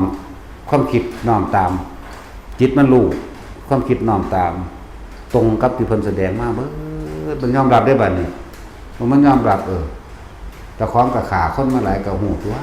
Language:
Lao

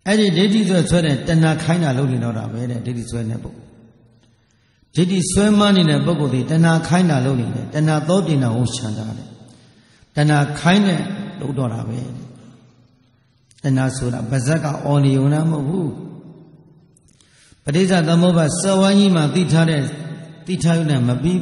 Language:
Burmese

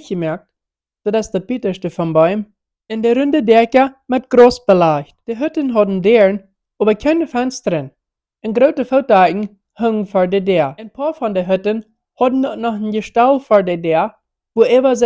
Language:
Plautdietsch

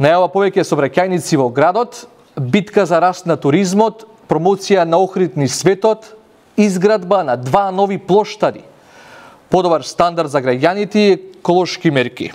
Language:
Macedonian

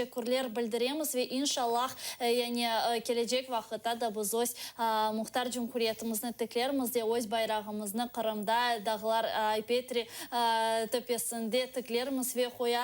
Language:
Crimean Tatar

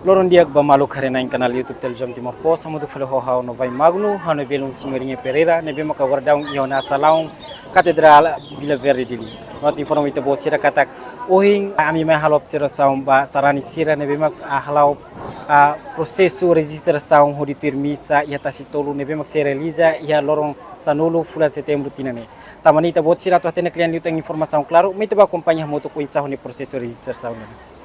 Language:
Tetum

